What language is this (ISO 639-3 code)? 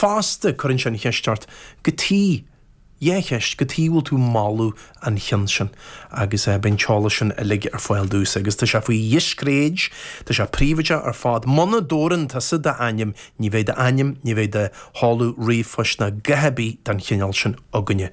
gle